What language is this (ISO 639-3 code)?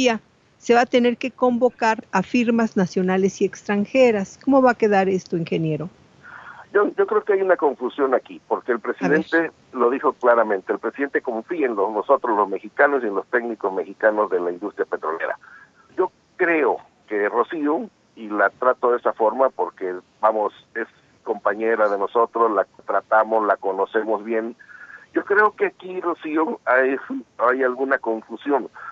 spa